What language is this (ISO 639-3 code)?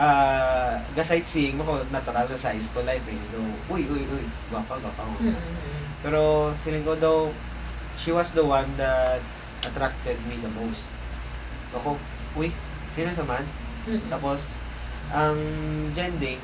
hil